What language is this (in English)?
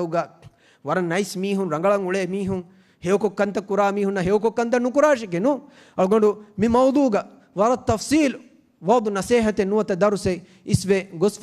Divehi